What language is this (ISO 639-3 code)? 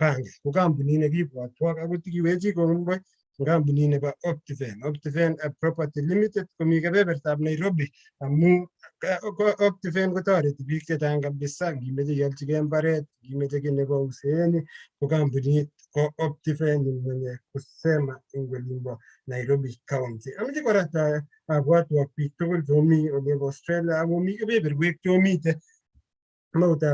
kln